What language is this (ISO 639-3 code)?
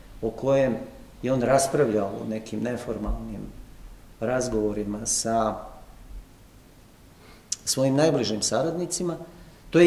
srp